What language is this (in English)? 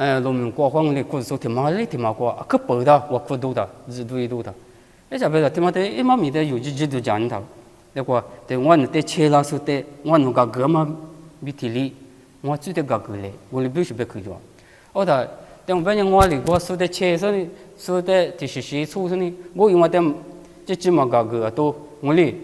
Lisu